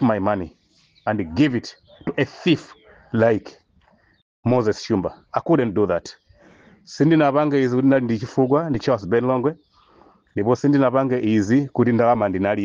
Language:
Nyanja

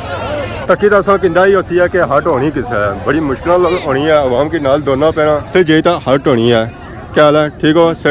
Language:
Pahari-Potwari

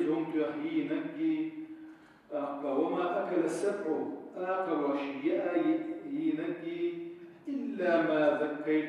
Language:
Chechen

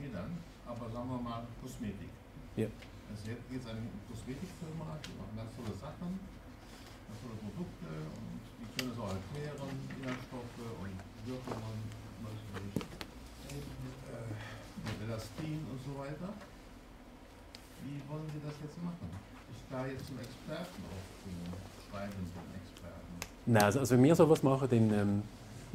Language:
German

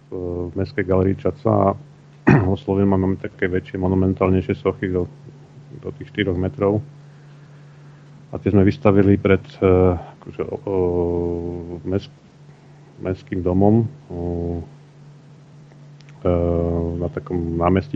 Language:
Slovak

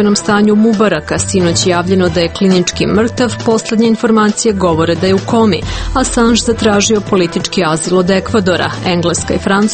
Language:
Serbian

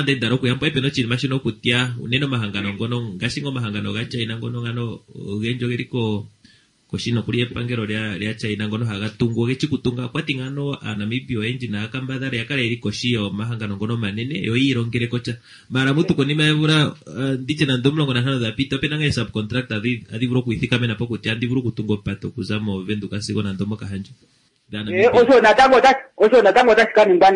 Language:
Kuanyama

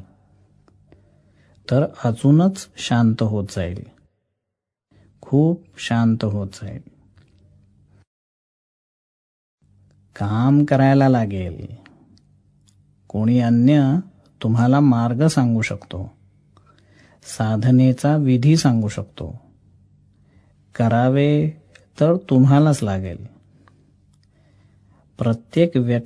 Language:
Marathi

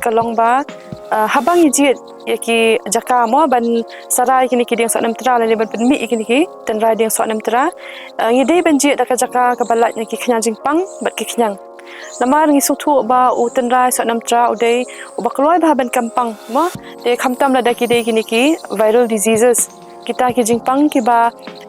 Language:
Khasi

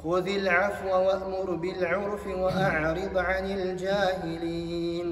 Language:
Kumyk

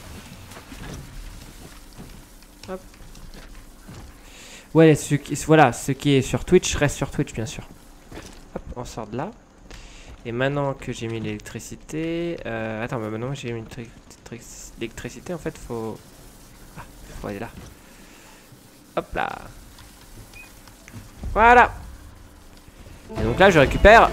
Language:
French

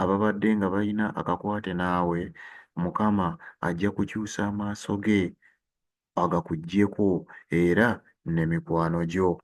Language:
Ganda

